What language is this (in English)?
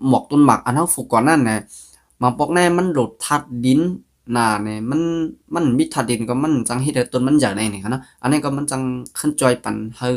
Shan